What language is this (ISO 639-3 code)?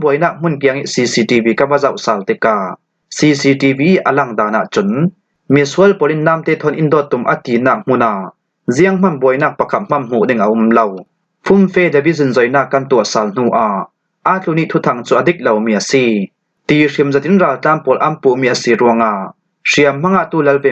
cfm